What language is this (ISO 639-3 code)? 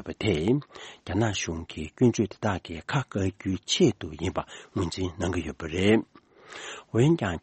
bod